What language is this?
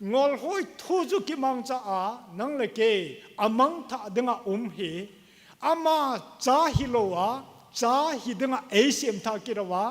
Thado Chin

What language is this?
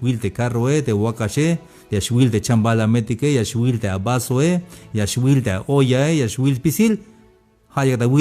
Tzeltal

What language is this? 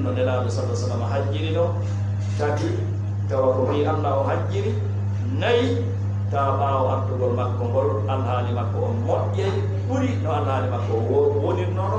Fula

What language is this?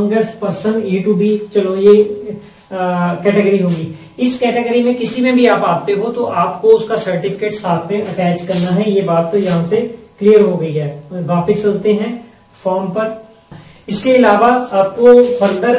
Hindi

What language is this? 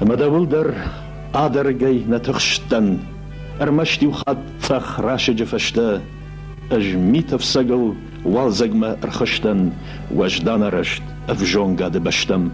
Ossetic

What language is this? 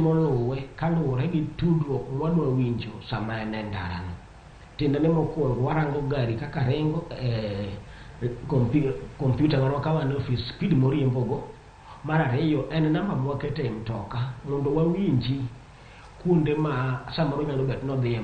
Luo (Kenya and Tanzania)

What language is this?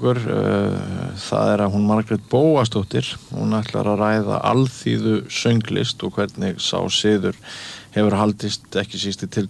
Icelandic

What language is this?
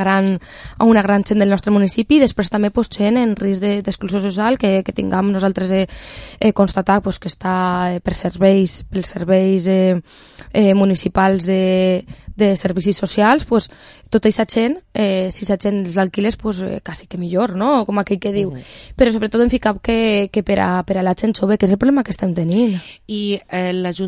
Catalan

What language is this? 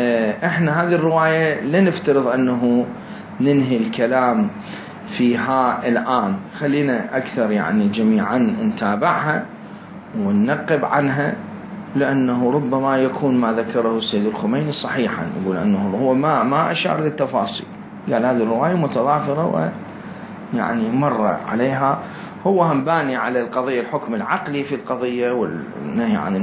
Mesopotamian Arabic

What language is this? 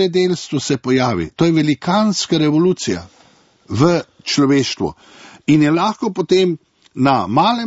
Slovenian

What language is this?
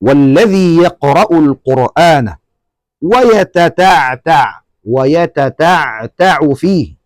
Tausug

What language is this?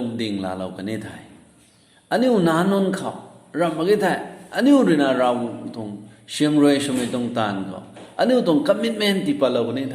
Rongmei Naga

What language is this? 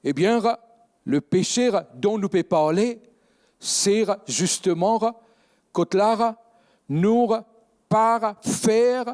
Morisyen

